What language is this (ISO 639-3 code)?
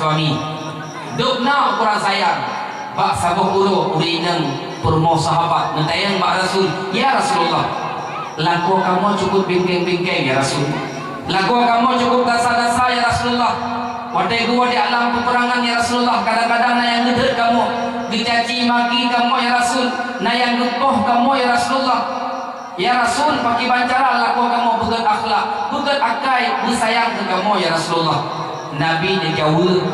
ace